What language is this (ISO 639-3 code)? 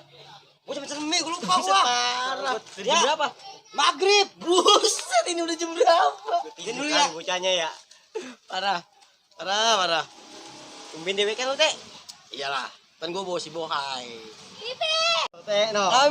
bew